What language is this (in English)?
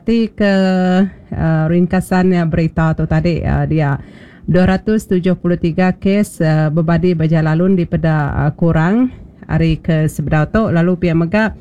Malay